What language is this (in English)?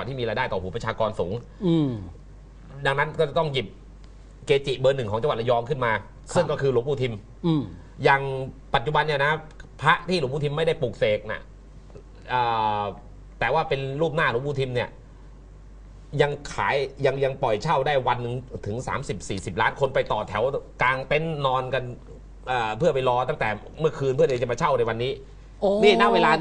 Thai